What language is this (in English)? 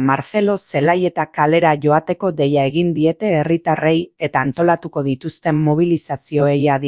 Basque